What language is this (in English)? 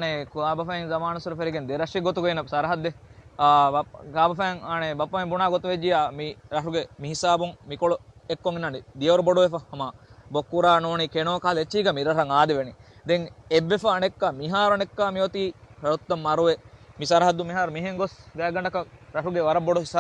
Divehi